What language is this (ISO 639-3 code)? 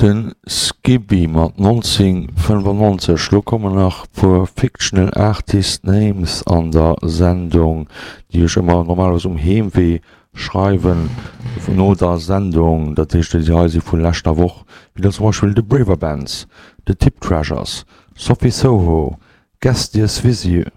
ltz